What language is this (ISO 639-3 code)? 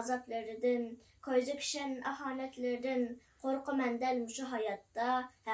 uig